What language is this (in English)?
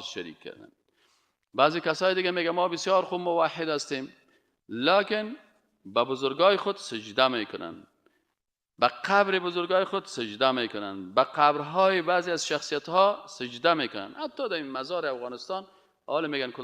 Persian